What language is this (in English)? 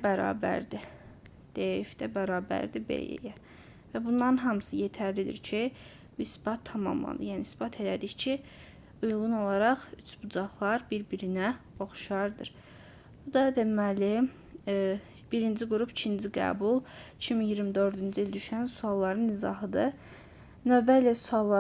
Azerbaijani